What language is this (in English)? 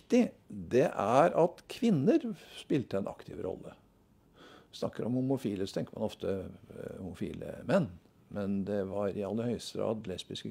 Norwegian